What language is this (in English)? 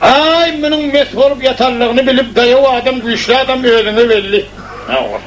Turkmen